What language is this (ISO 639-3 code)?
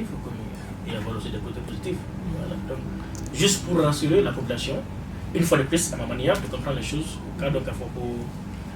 bam